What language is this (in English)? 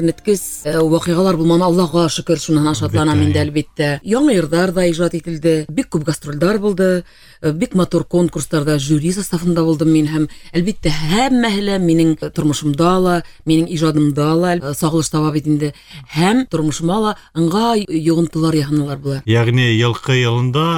Bashkir